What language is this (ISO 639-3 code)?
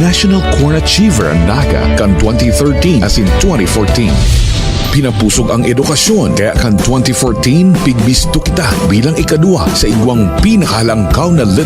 bik